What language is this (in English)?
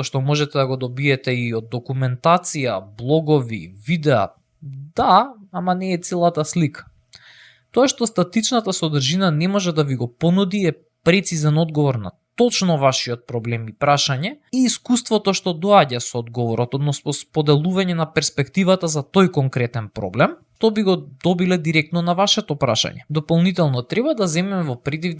Macedonian